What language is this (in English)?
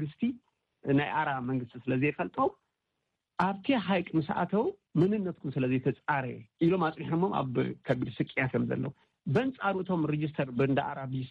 Tigrinya